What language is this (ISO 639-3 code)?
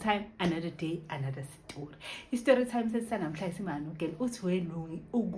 zul